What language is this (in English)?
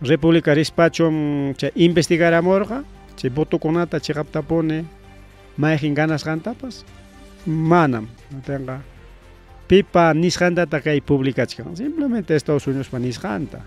Ayacucho Quechua